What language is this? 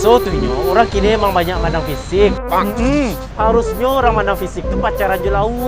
Minangkabau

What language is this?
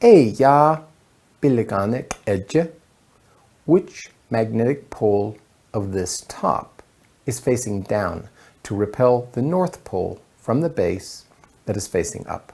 Navajo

